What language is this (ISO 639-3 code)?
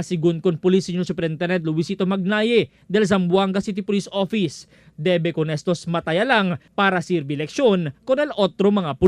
cbk